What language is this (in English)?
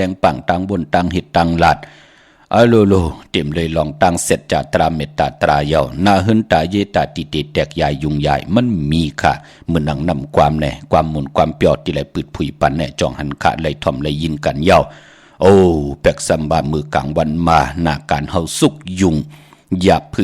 Shan